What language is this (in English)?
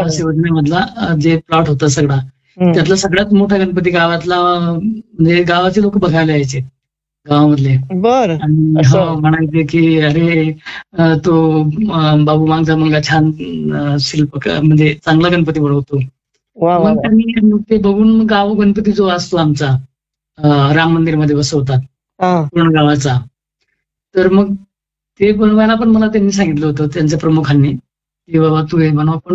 Marathi